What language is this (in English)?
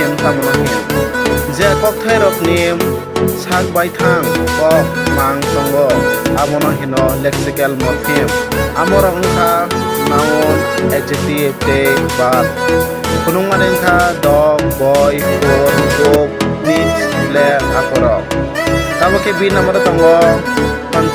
Kok Borok